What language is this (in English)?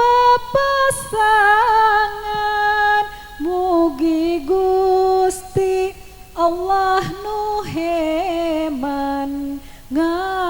Sundanese